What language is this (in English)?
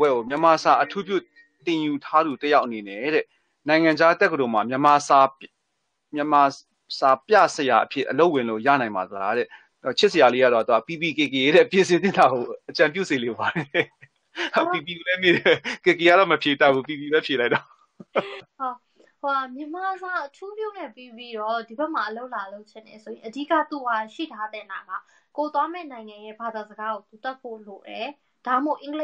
Burmese